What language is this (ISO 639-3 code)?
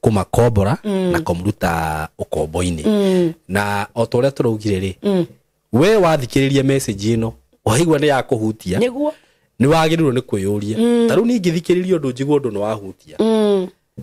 kik